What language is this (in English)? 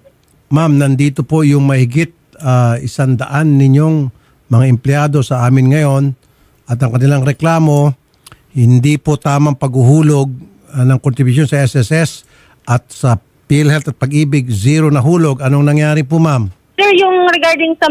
Filipino